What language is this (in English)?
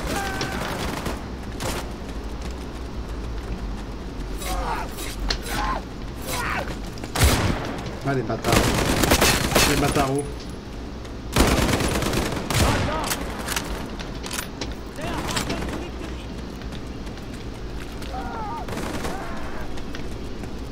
French